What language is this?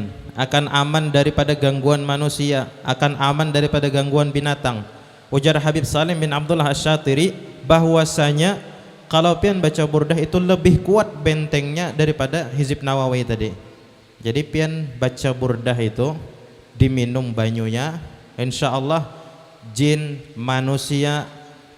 Banjar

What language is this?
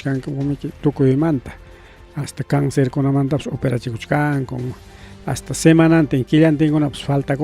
Ayacucho Quechua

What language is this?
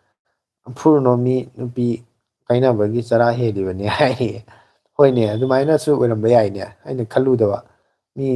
Manipuri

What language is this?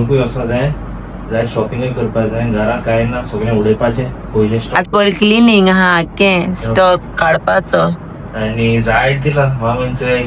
Konkani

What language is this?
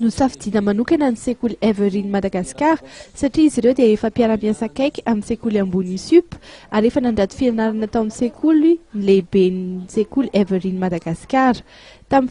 Malagasy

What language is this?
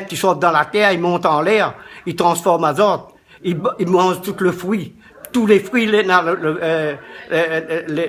Réunion Creole French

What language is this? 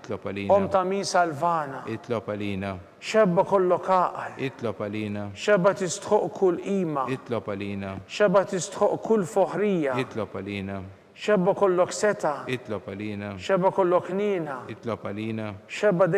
Maltese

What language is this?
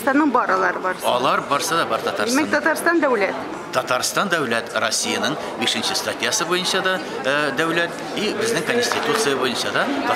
Tatar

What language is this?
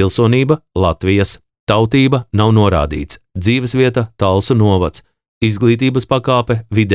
Latvian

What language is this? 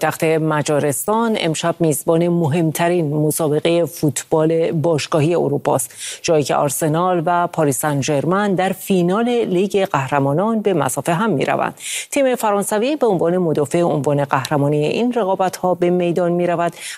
Persian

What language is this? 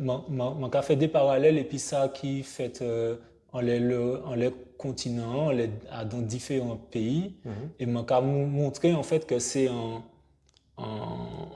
Guadeloupean Creole French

